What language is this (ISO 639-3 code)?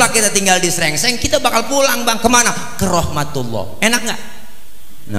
bew